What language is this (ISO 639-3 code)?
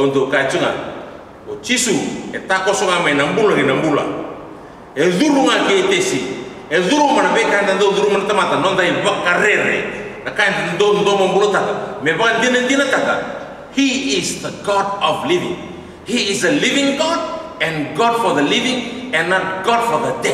fij